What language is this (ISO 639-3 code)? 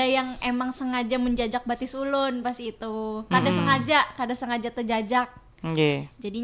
bjn